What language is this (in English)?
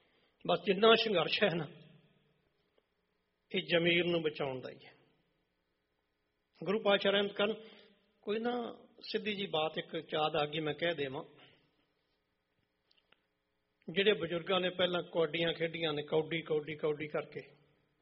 Punjabi